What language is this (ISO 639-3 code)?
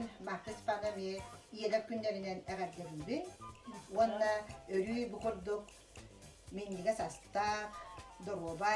sah